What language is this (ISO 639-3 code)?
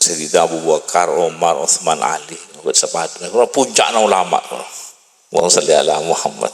mad